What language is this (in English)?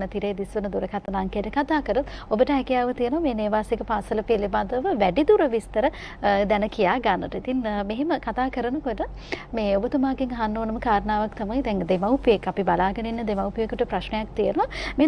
Sinhala